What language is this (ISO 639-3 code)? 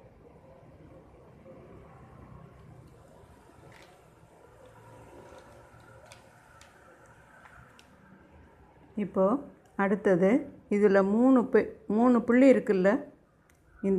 tam